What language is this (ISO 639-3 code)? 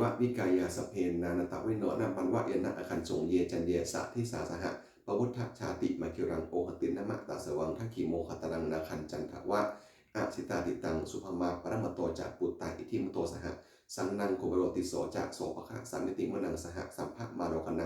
pli